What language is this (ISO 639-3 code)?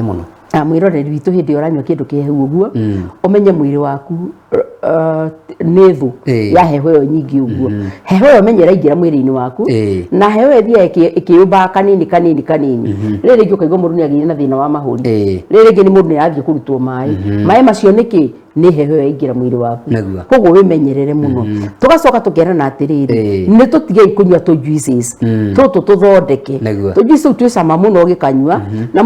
kik